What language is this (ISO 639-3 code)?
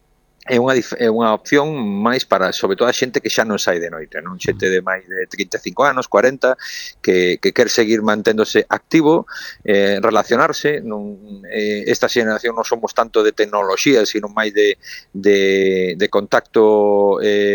glg